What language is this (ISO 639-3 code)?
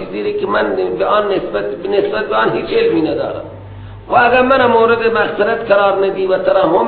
fas